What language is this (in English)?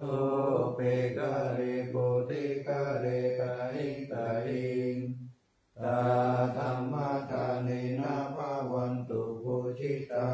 Pali